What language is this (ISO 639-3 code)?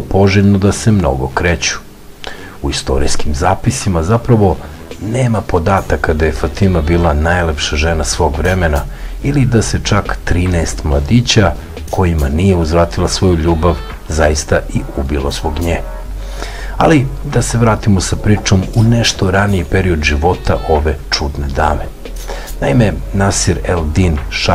srp